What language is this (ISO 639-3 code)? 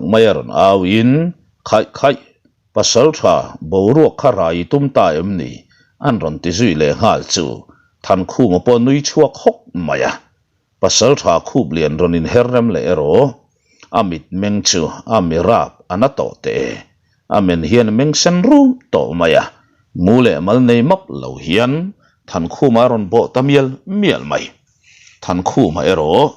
lus